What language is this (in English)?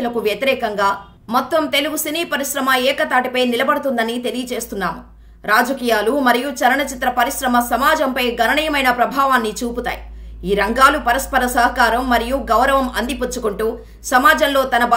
Telugu